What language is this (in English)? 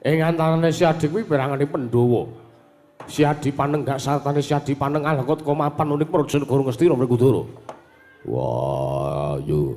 Javanese